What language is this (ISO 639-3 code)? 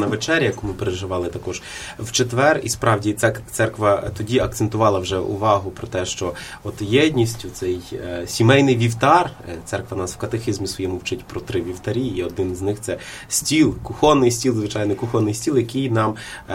ukr